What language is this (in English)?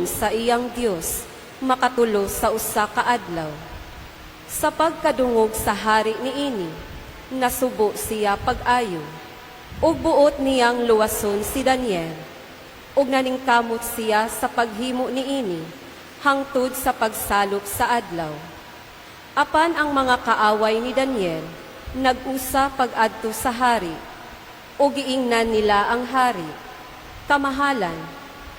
Cebuano